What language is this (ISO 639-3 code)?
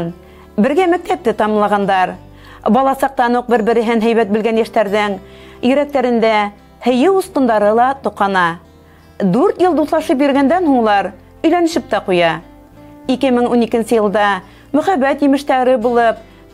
bak